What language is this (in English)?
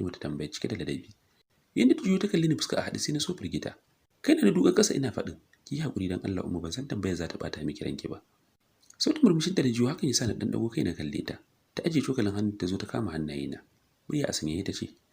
Hausa